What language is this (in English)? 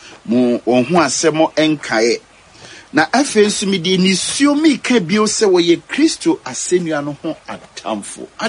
Akan